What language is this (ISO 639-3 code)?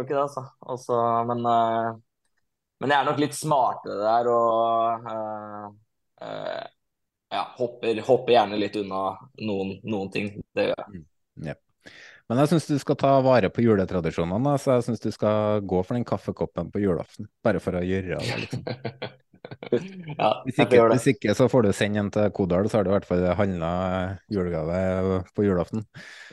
nor